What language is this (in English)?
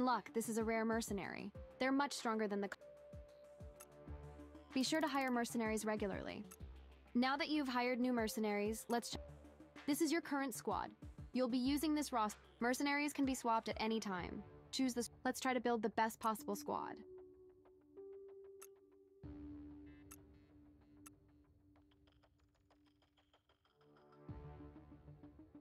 English